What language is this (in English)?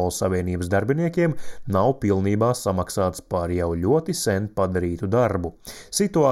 Latvian